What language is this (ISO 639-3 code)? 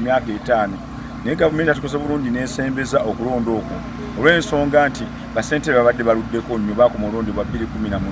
lug